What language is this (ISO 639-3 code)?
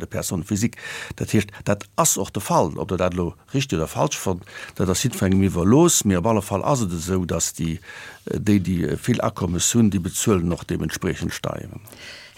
ltz